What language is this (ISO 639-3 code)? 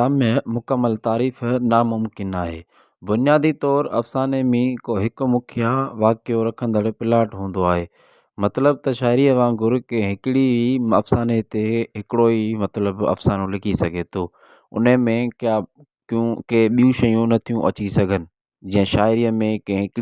snd